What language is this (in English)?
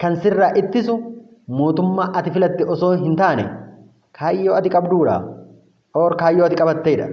Oromo